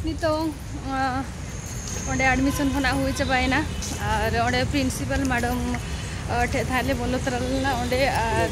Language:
Santali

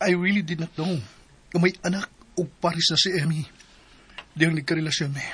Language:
Cebuano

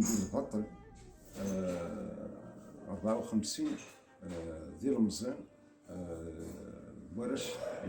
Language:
Kabyle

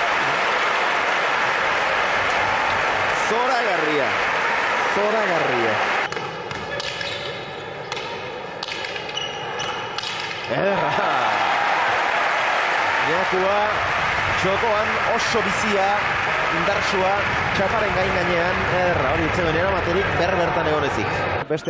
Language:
Basque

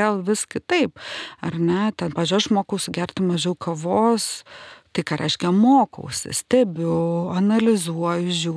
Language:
Lithuanian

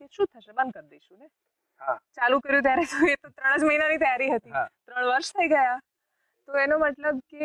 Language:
Gujarati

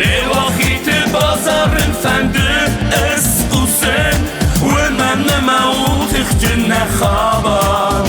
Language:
Ossetic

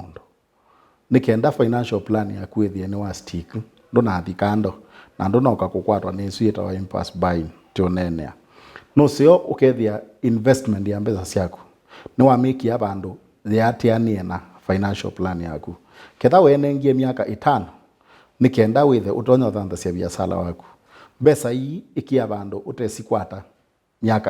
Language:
Kamba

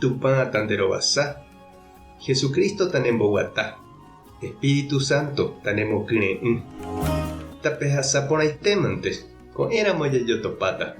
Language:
Guarani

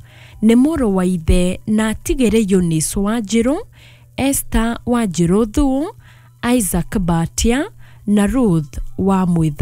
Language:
Kikuyu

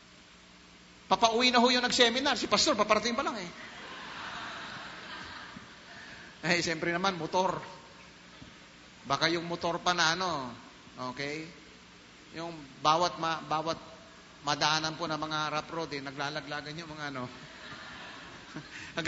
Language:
Filipino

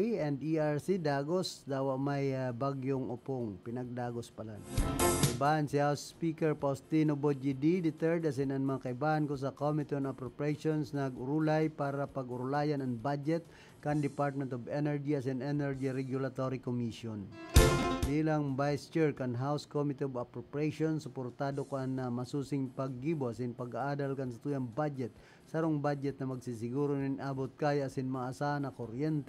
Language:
Bikol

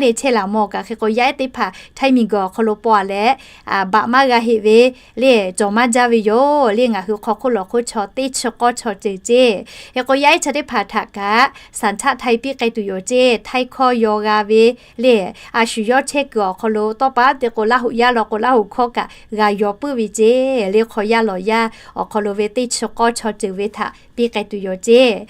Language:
Lahu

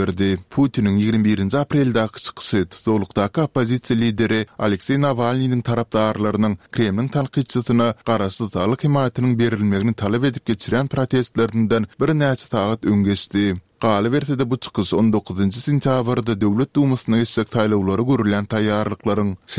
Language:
Turkmen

